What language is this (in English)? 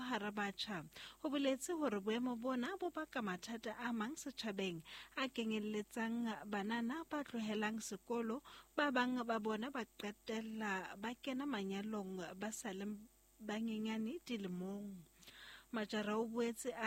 Southern Sotho